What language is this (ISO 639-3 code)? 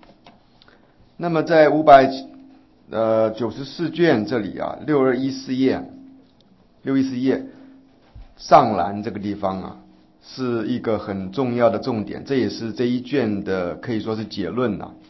zho